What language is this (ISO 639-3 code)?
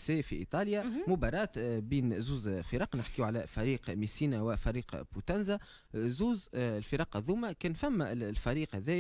aeb